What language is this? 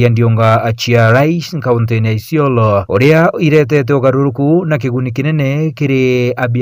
Meru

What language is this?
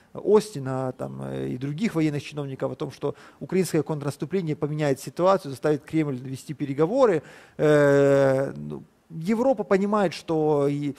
Russian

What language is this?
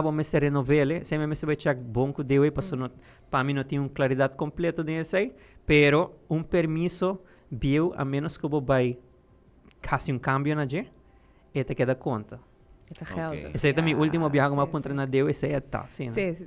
Papiamento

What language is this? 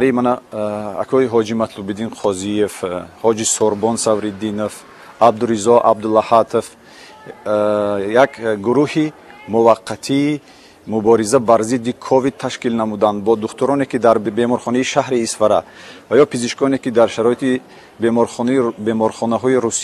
Tajik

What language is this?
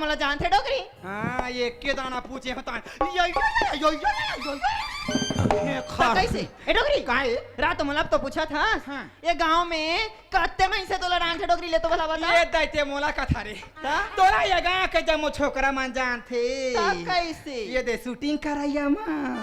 Chhattisgarhi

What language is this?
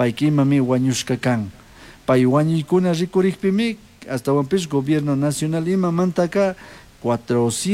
Chimborazo Highland Quichua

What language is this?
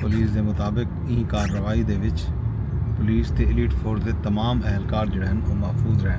Saraiki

